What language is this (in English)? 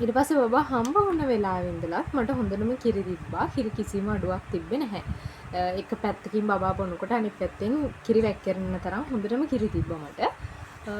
Sinhala